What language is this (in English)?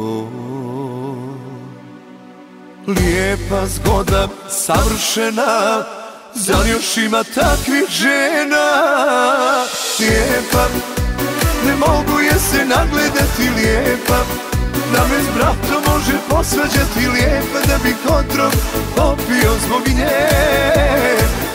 Croatian